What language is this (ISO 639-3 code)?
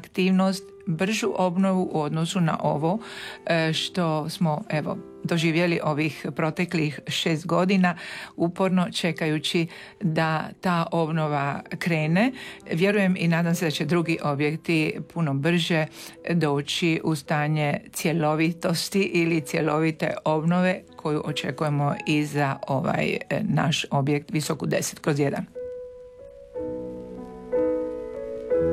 hrv